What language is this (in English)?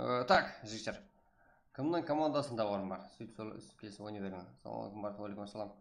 Kara-Kalpak